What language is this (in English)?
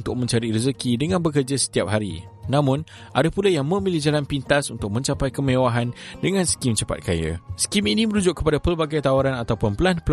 Malay